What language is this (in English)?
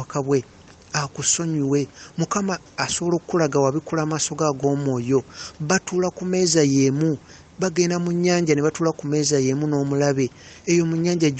Ganda